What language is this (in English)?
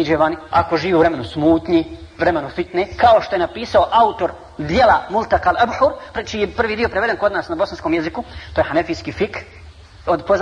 Bosnian